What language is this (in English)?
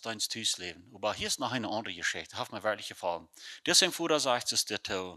Plautdietsch